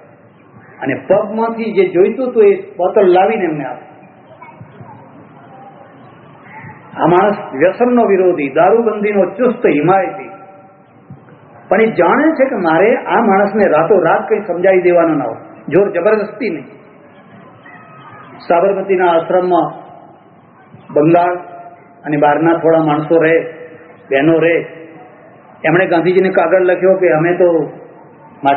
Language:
Gujarati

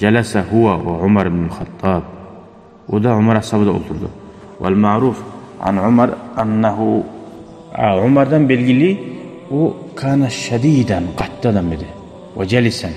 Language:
Kumyk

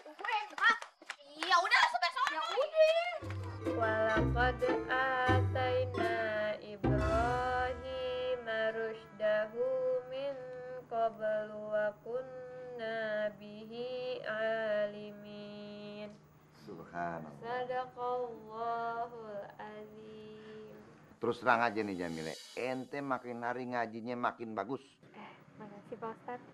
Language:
Betawi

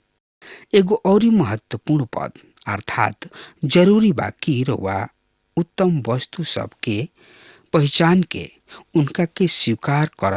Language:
Bhojpuri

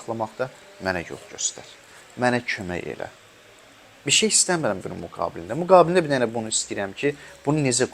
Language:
Azerbaijani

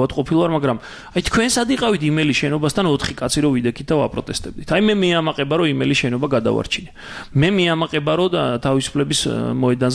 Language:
Georgian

